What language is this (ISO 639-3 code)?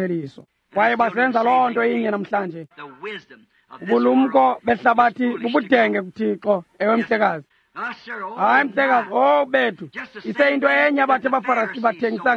xho